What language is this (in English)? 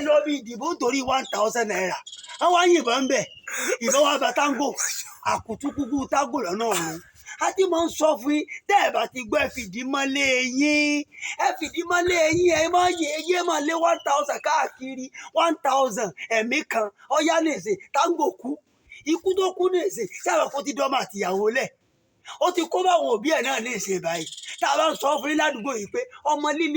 Yoruba